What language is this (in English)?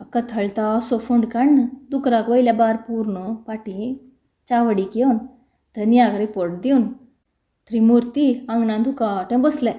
Konkani